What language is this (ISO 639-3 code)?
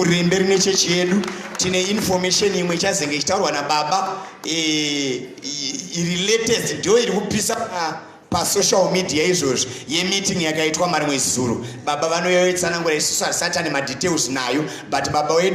sna